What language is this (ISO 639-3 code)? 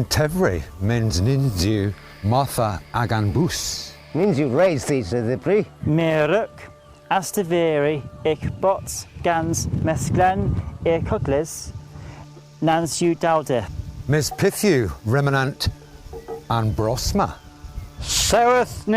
cor